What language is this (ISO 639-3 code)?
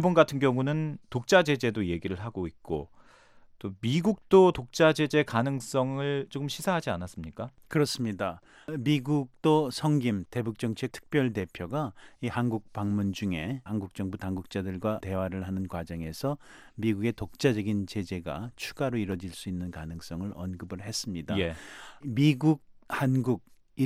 kor